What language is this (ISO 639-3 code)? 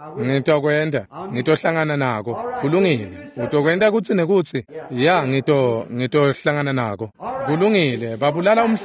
ssw